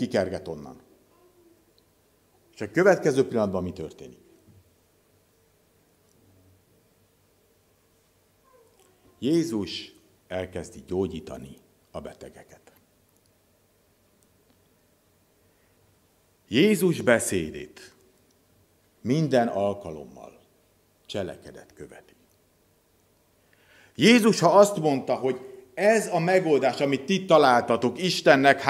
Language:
Hungarian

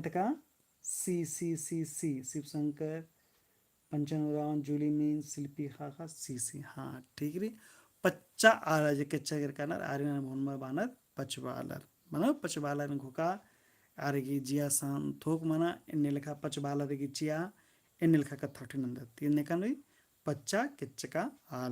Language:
Kurukh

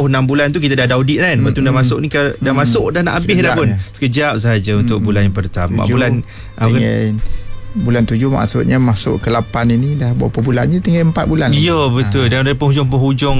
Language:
Malay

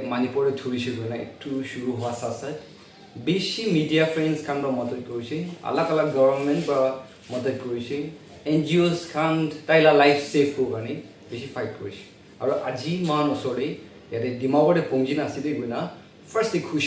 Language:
Naga Pidgin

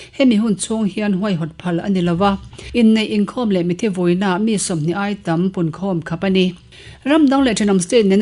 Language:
Mizo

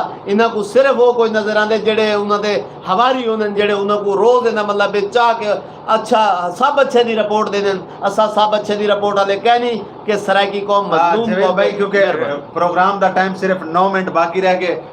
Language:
Saraiki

